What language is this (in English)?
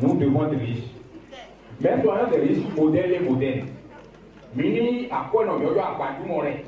Fon